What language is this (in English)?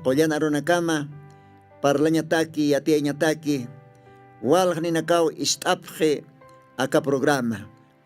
Aymara